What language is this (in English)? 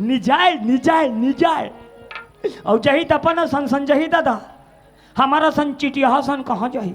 Chhattisgarhi